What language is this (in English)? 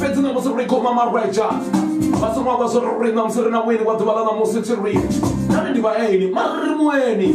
Venda